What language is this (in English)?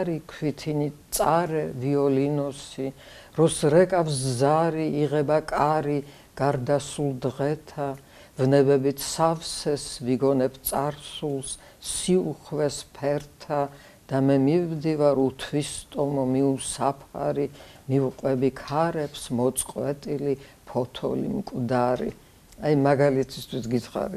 Georgian